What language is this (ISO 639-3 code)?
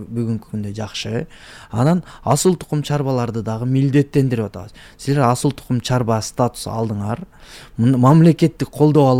kir